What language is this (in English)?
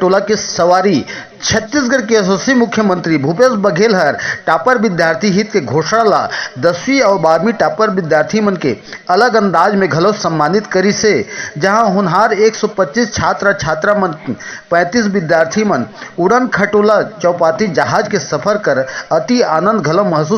Chhattisgarhi